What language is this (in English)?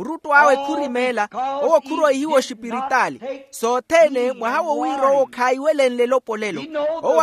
Makhuwa